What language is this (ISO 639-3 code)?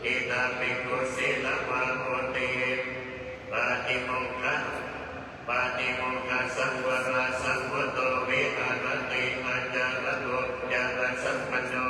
pli